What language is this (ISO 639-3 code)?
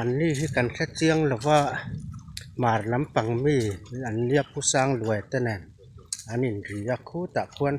lus